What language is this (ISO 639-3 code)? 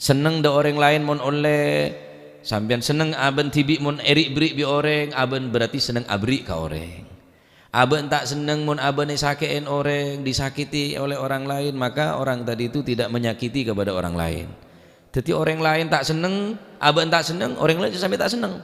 mad